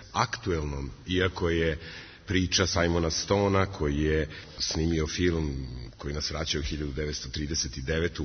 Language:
Serbian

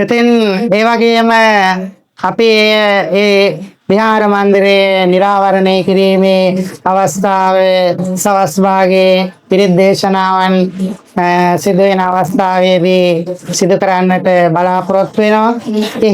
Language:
Sinhala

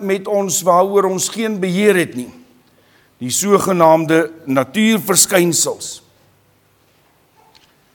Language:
Afrikaans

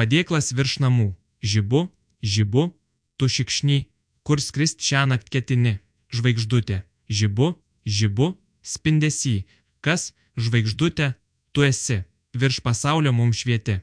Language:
Lithuanian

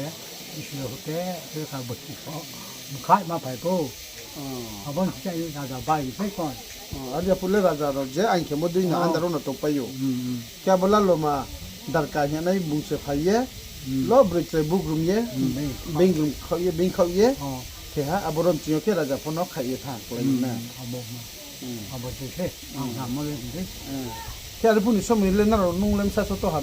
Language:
Riang (India)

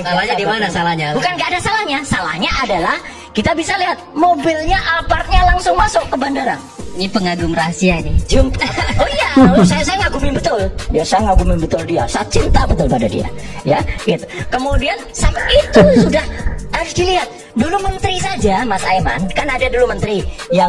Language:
Indonesian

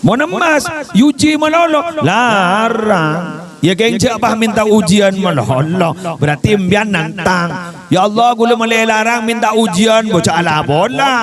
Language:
Madurese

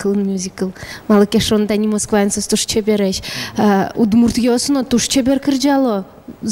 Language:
Udmurt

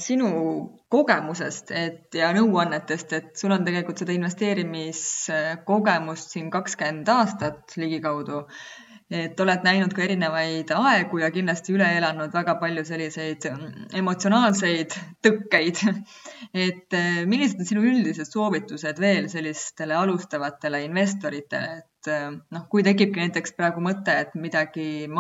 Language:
Estonian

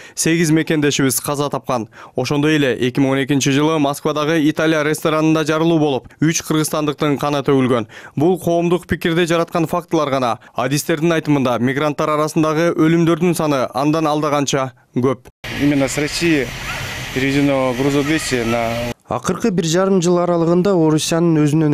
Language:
Kyrgyz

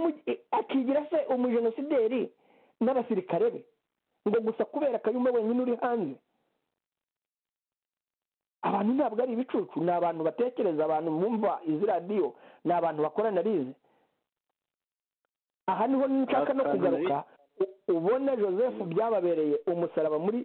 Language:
Kinyarwanda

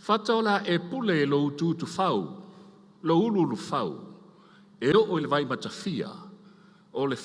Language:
Samoan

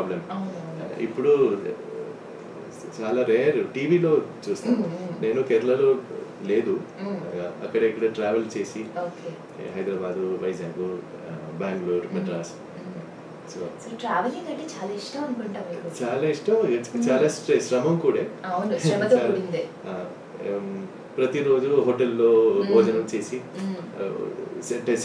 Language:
Telugu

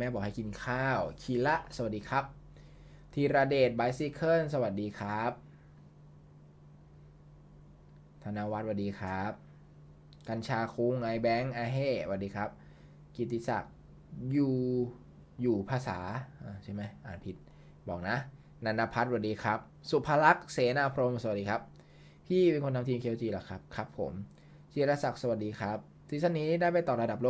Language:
Thai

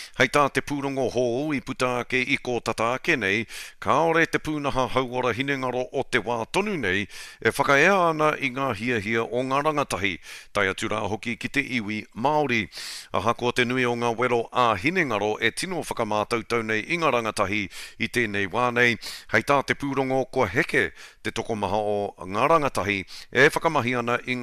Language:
Māori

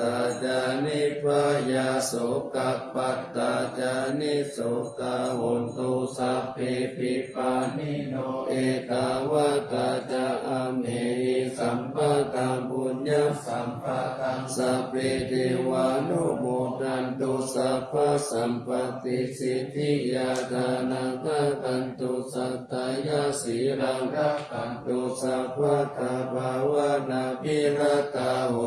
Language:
Pali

